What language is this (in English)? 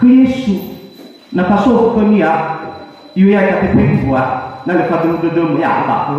Nias